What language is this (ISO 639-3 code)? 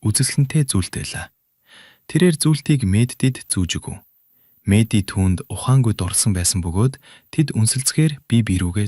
mon